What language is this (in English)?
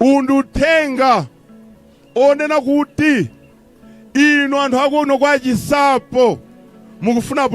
Nyanja